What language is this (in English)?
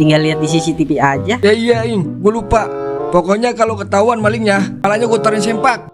Betawi